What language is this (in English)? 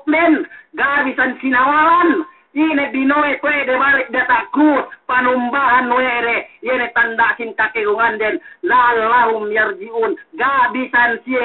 Yakan